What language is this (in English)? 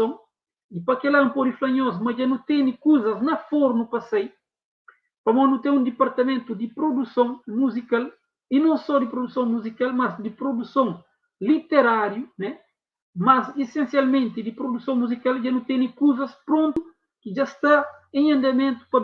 Kabuverdianu